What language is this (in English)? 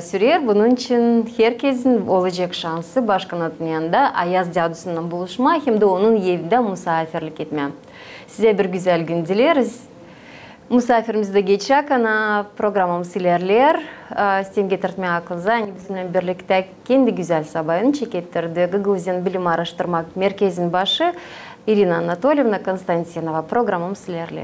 Gagauz